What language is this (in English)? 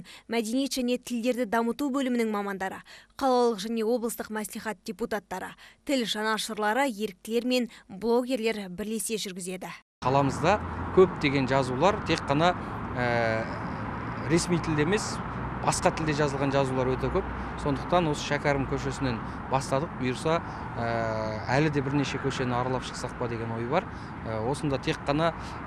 Kazakh